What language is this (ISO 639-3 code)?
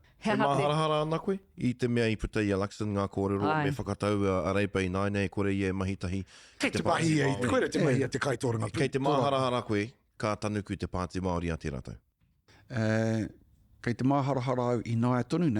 mri